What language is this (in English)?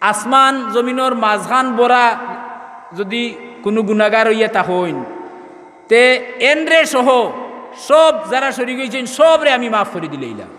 Sylheti